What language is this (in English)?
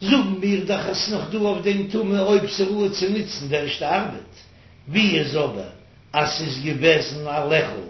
Yiddish